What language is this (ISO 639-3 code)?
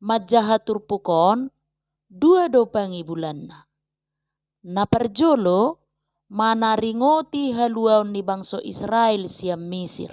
bbc